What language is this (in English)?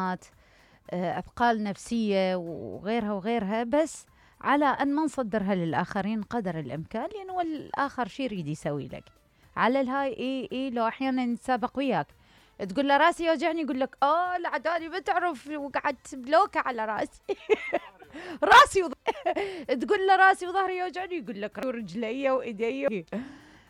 Mesopotamian Arabic